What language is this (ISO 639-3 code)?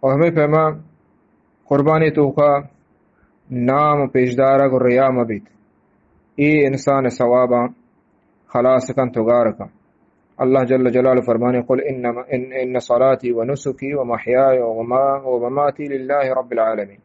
bgp